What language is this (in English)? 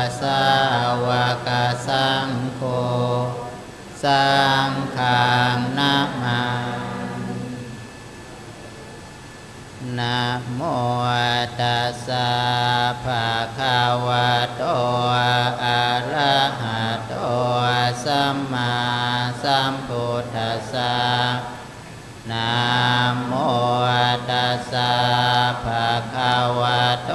Thai